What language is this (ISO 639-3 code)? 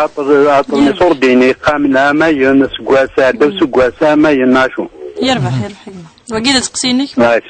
kab